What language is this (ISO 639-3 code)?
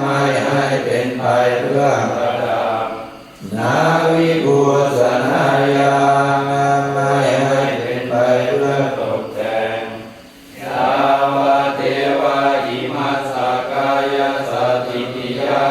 pli